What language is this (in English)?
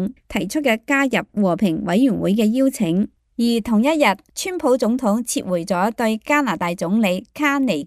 Cantonese